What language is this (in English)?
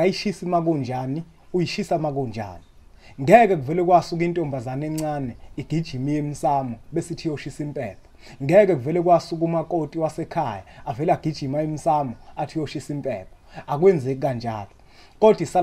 Zulu